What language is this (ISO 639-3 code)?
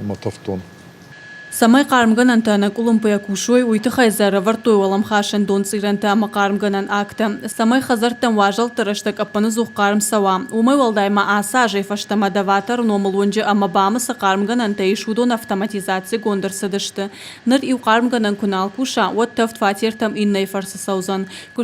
oss